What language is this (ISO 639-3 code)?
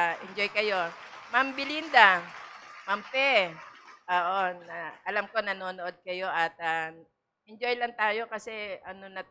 fil